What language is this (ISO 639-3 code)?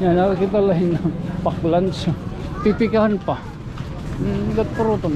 war